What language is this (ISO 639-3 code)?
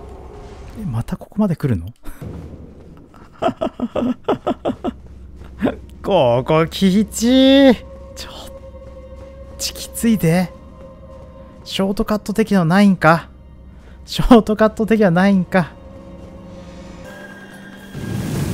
jpn